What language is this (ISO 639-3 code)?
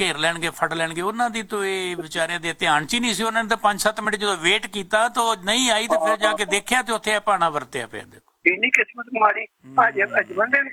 pan